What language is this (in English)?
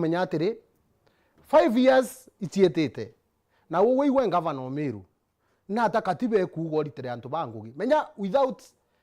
Meru